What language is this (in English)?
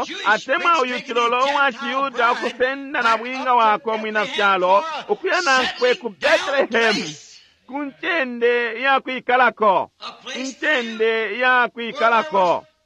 Bemba